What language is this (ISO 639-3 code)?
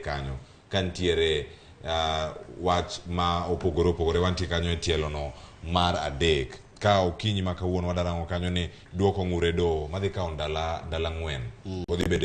luo